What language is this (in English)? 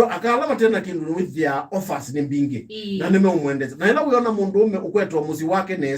Kamba